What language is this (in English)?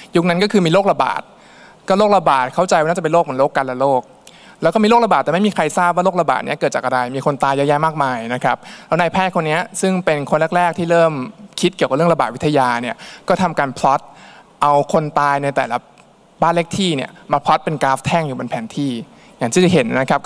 Thai